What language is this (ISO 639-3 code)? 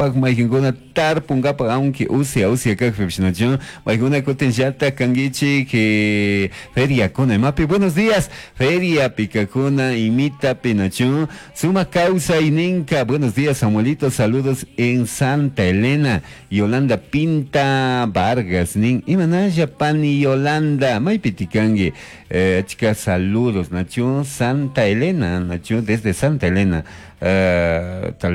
qug